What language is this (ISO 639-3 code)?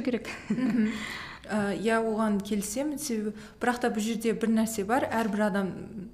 kaz